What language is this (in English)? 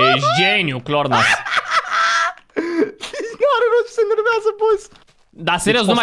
Romanian